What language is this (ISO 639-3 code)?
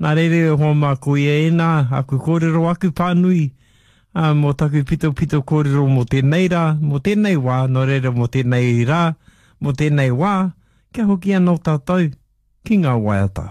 mri